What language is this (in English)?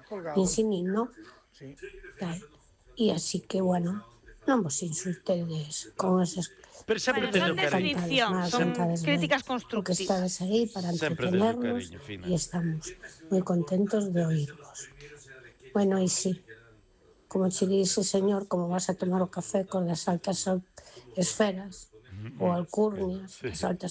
Galician